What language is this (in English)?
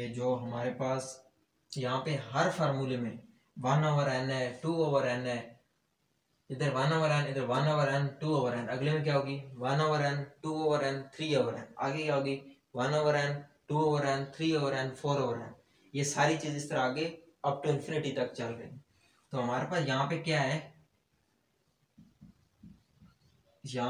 Hindi